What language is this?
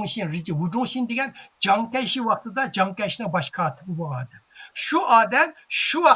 Uyghur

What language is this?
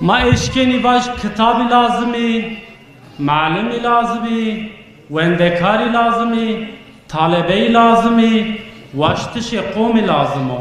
Zaza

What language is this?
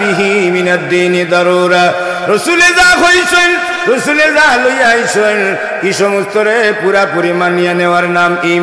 Sylheti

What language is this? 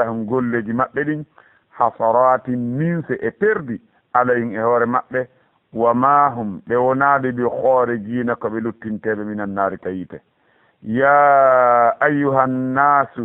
Fula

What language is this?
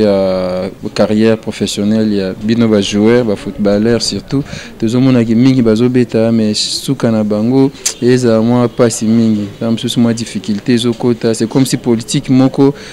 Lingala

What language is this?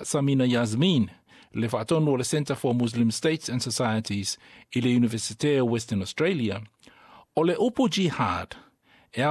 Samoan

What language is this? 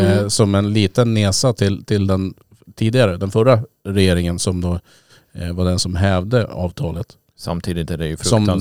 Swedish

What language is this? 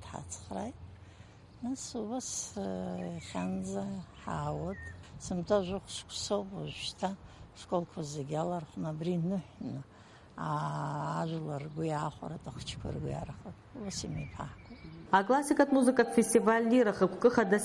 Abkhazian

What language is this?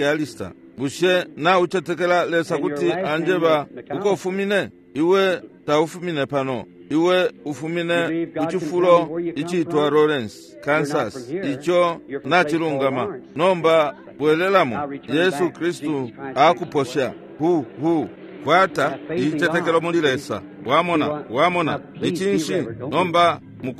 Bemba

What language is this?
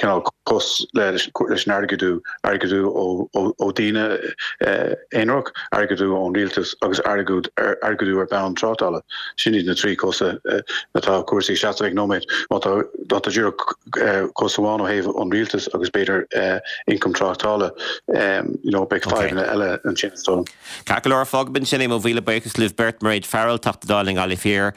Irish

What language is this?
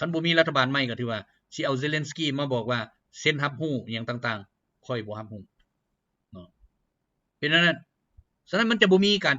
Lao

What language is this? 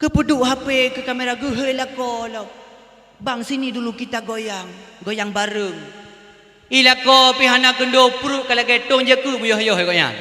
Achinese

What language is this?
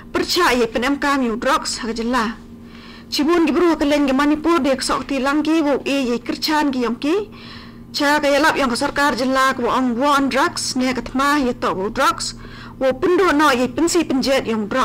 Khasi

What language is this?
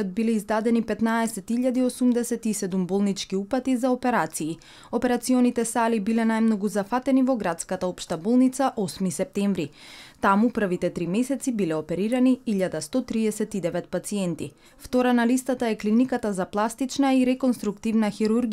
Macedonian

